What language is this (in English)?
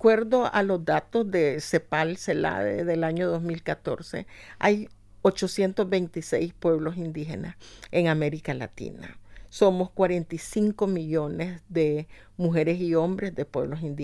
Spanish